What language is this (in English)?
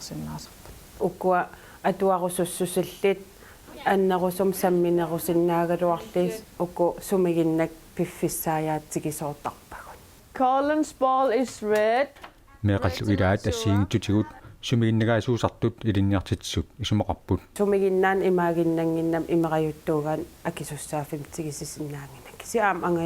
Kalaallisut